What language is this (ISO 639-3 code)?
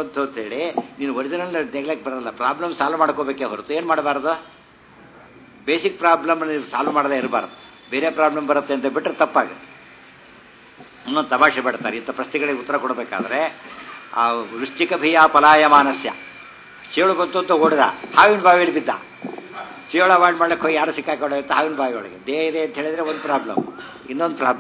kan